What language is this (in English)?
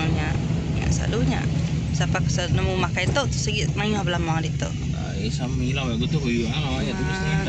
Iban